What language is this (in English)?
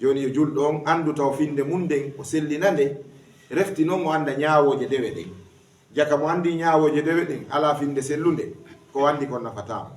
Fula